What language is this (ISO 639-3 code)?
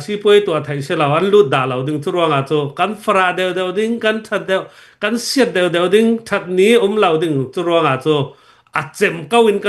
cnh